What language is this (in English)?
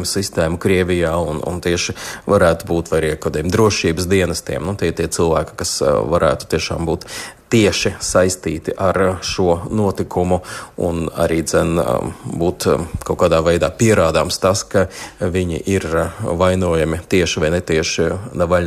Latvian